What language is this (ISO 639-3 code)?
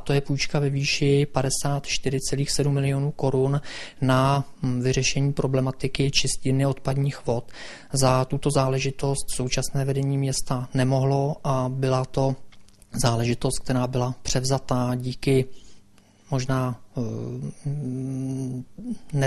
ces